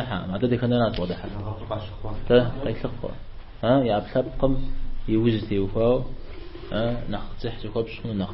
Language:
Kabardian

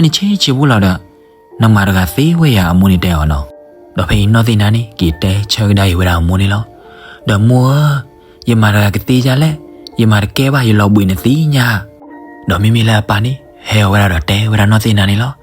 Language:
S'gaw Karen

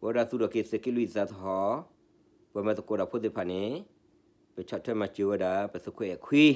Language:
S'gaw Karen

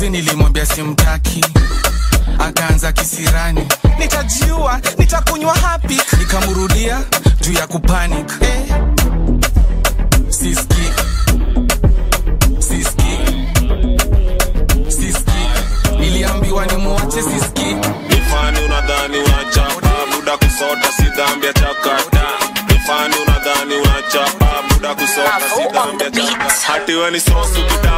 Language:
Swahili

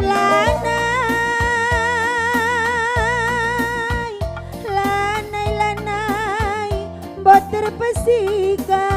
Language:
Batak Karo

